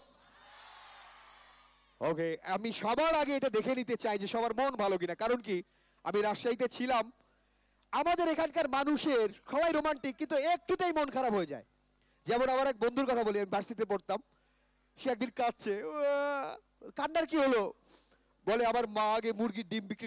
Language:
Bangla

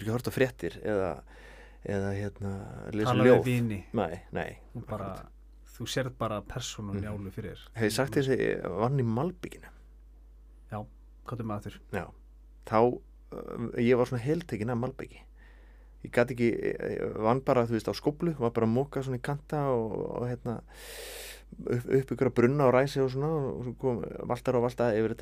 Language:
Icelandic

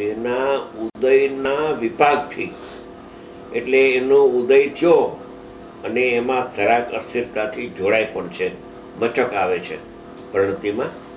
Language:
Gujarati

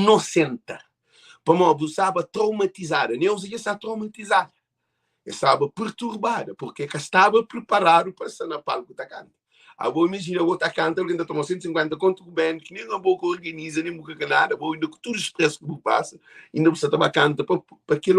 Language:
Kabuverdianu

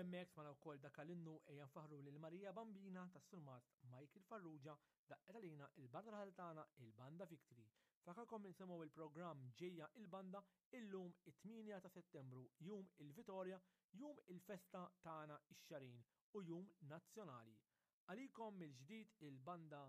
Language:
Maltese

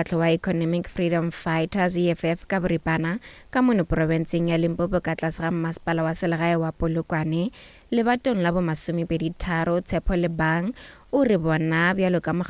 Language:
Northern Sotho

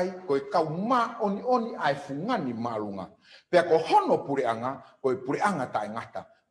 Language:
Tongan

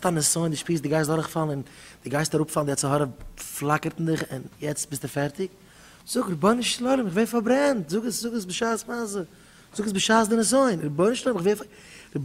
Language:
Yiddish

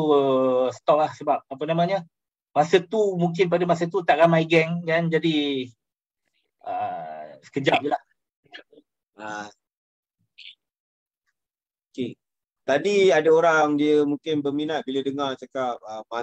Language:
Malay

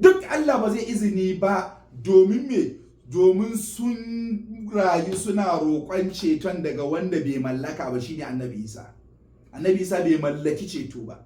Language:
Hausa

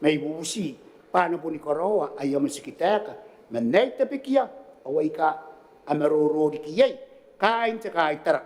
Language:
Gilbertese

